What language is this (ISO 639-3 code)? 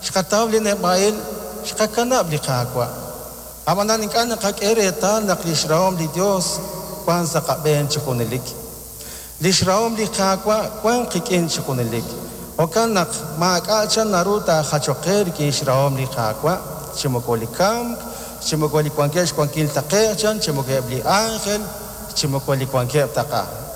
kek